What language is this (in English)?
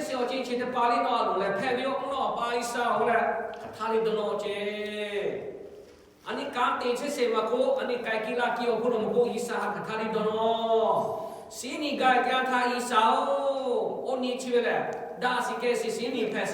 Lahu